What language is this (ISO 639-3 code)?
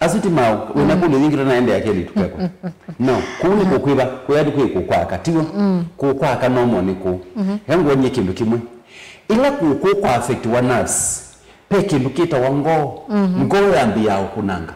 kam